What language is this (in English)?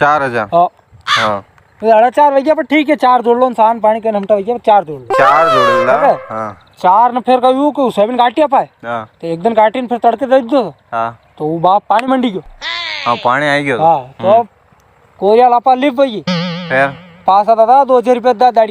Rajasthani